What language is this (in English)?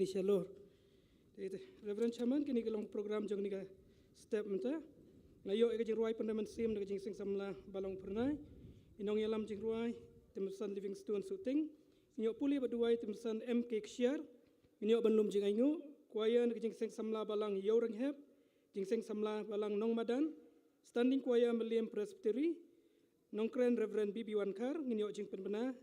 Khasi